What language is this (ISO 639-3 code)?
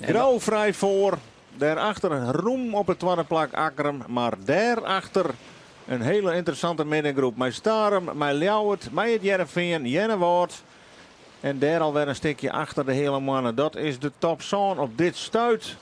fry